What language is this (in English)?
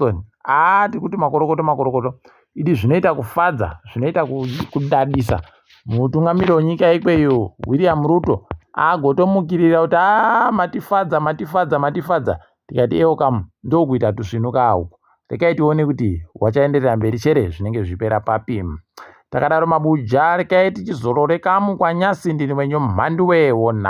Ndau